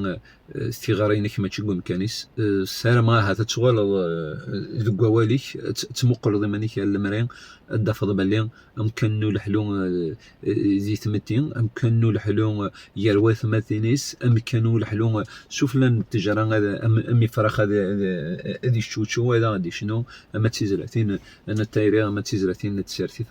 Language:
Kabyle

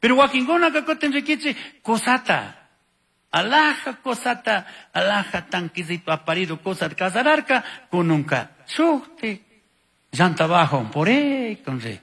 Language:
Chimborazo Highland Quichua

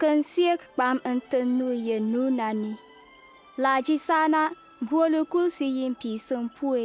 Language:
Bimoba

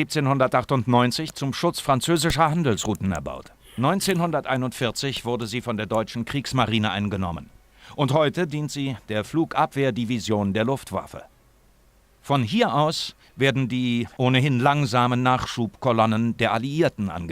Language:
Bavarian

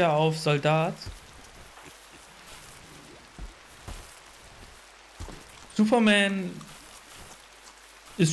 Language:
German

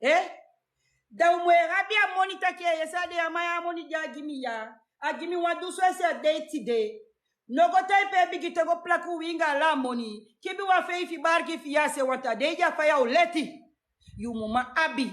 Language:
Sranan Tongo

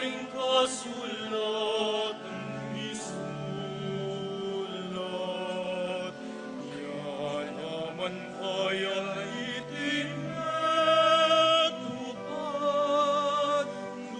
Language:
Pampanga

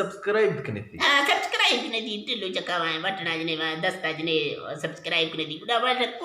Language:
Eastern Balochi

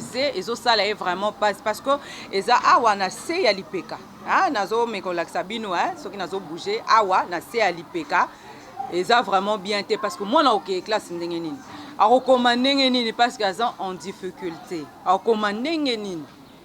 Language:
Lingala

